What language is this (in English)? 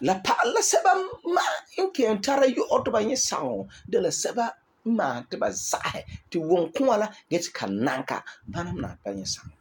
Frafra